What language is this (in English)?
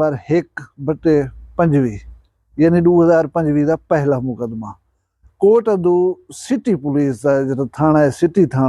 Saraiki